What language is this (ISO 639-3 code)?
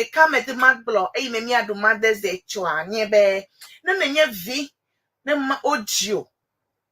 ewe